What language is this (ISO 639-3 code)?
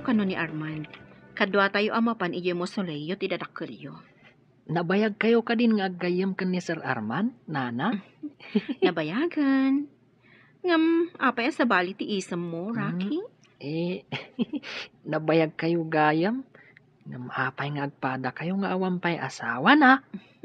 ilo